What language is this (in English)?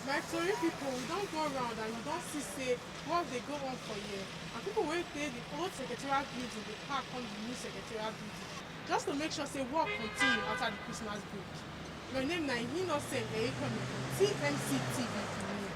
Nigerian Pidgin